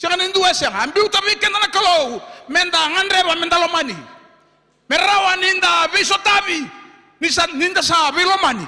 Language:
Fijian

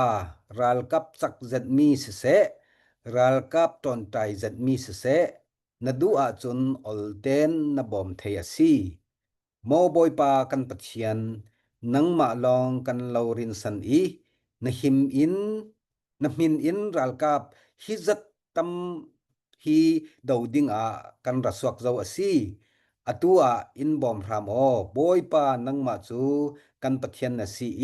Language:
Falam Chin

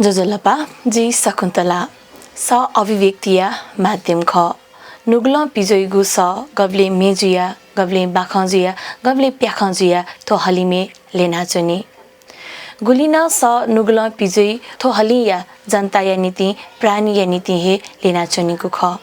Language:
Newari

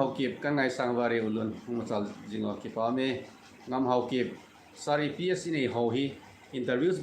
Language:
Thado Chin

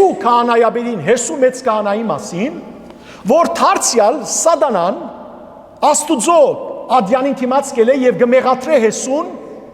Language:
Western Armenian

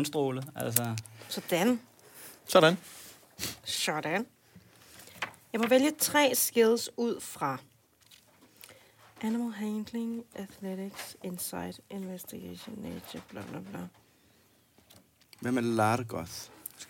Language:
Danish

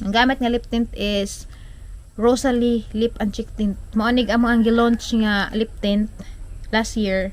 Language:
Cebuano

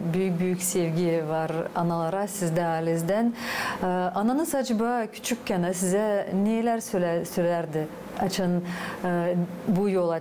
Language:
Gagauz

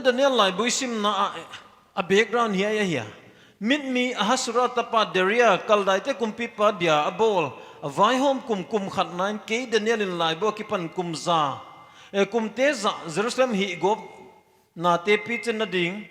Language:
Paite Chin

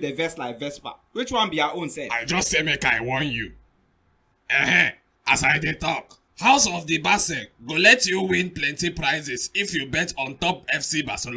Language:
Nigerian Pidgin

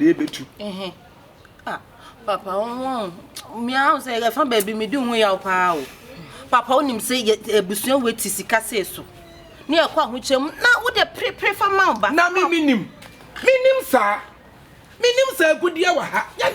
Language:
Akan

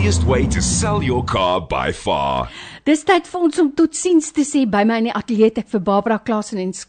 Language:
Afrikaans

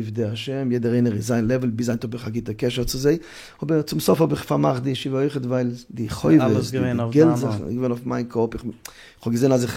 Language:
Yiddish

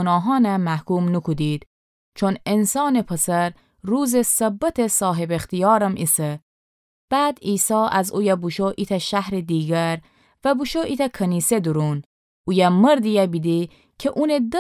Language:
Gilaki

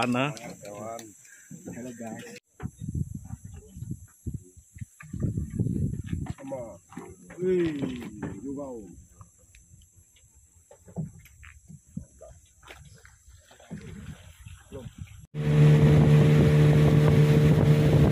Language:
Malay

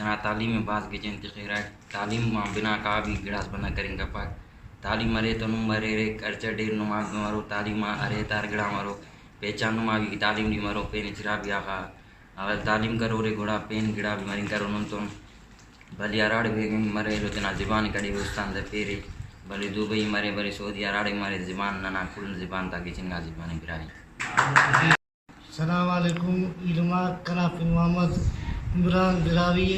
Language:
Brahui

